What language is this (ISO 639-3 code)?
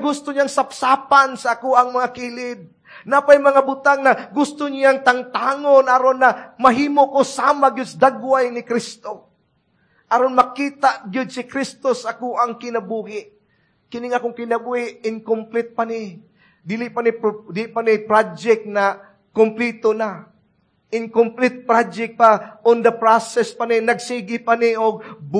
ceb